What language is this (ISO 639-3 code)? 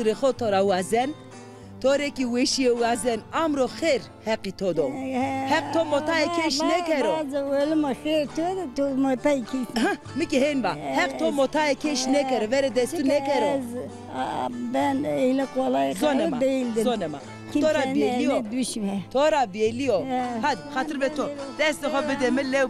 zza